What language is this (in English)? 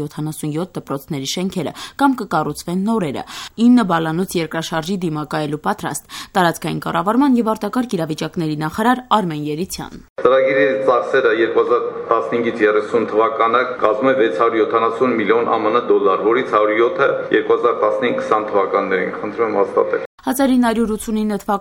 Armenian